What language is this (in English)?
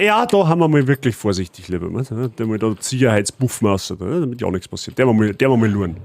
Bavarian